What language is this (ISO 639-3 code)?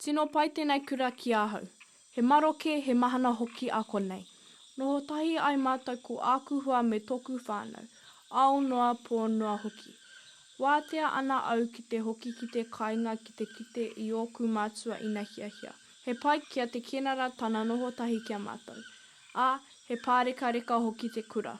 mri